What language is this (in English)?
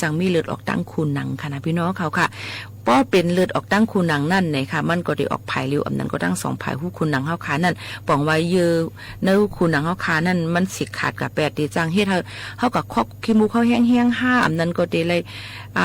Shan